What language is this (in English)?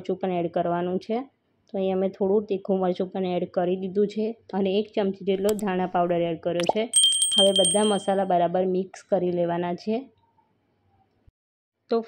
Gujarati